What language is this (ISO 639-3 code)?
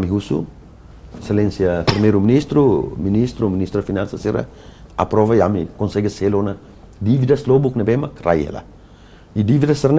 tet